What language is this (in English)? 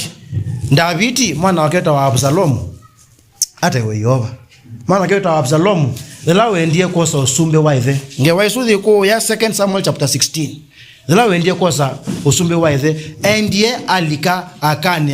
Kamba